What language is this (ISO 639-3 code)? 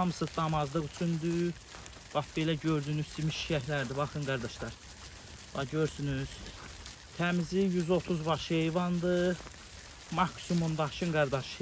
aze